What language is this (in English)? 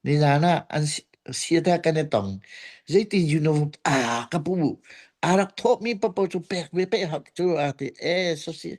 Hakha Chin